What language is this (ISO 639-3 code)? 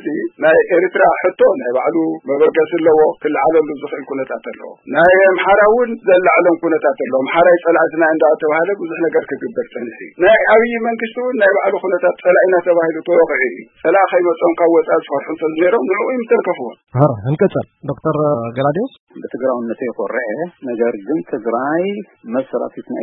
tir